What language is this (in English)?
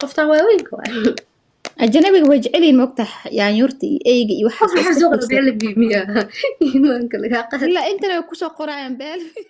Somali